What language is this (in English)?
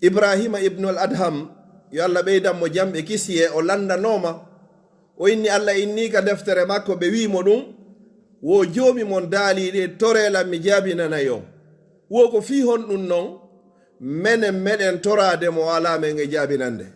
Pular